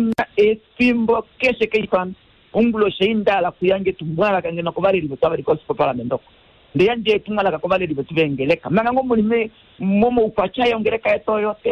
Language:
Kuanyama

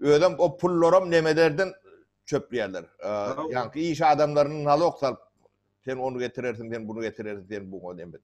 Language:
Turkmen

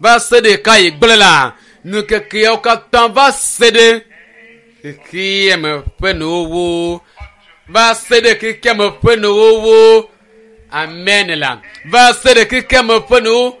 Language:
Ewe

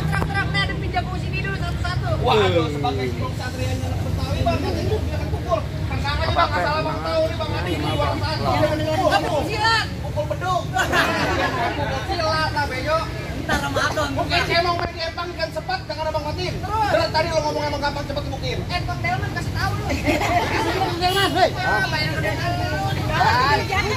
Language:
Betawi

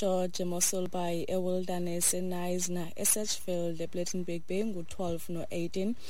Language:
Xhosa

